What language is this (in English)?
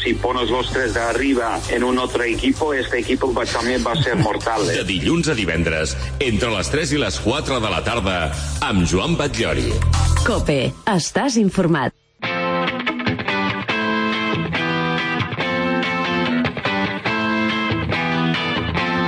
Catalan